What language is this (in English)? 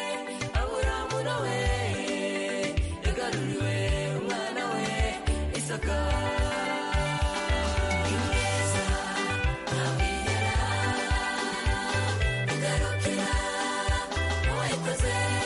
Kinyarwanda